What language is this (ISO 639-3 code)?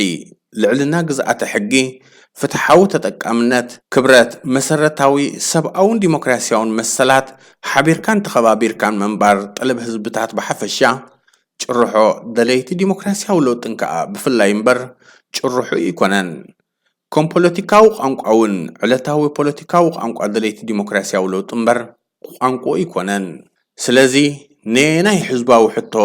tir